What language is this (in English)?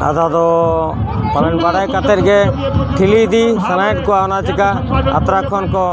Santali